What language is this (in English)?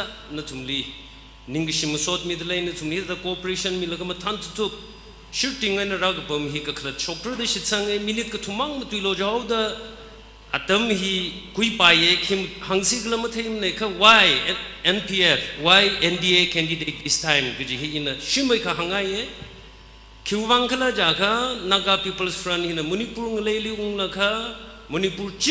Tangkhul Naga (India)